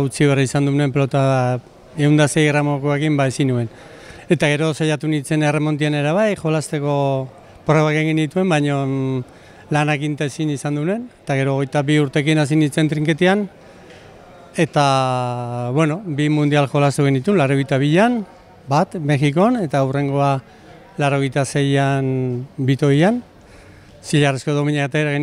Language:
Basque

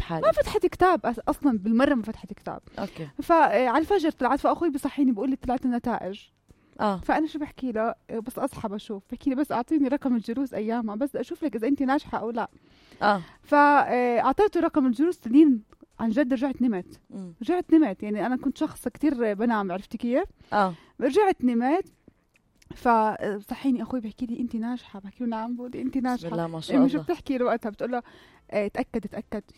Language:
North Levantine Arabic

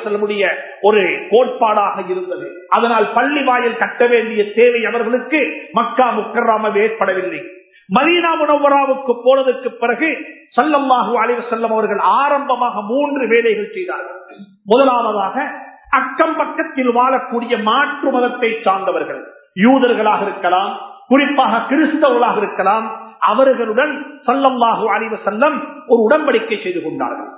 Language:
Tamil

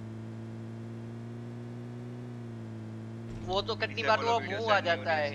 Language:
Hindi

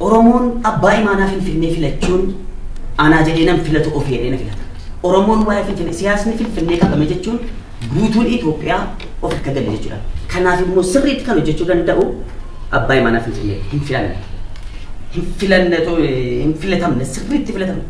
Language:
Oromo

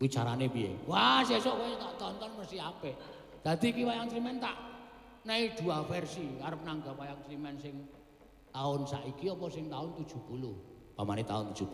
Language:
Javanese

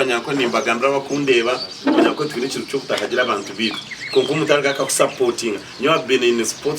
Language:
Nyankole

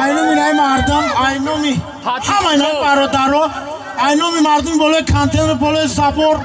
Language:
Tajik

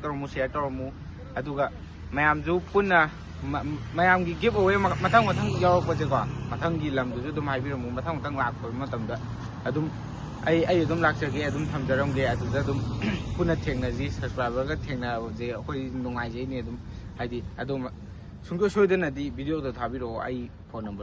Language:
Manipuri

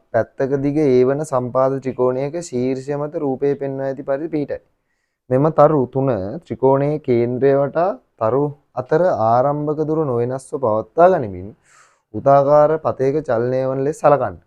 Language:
Sinhala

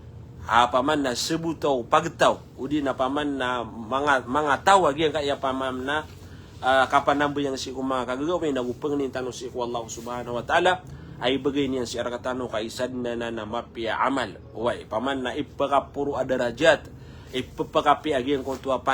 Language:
Maranao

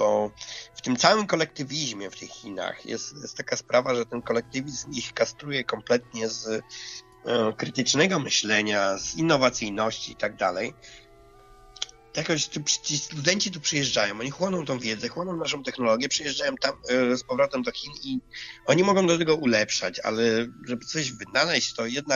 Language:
Polish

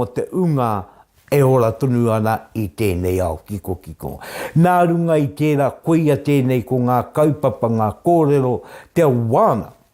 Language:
Māori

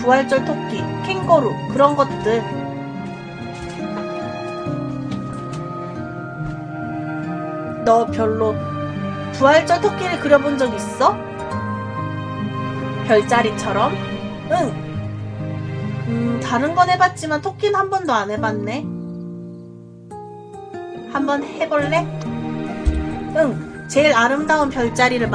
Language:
Korean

